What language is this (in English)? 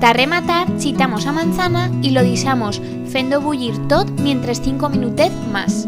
Aragonese